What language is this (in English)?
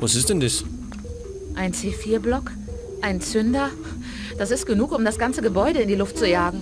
Bavarian